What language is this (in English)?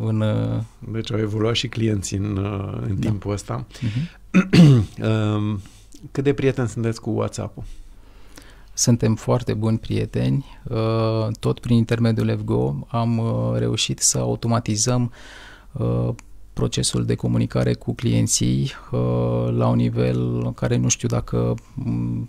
Romanian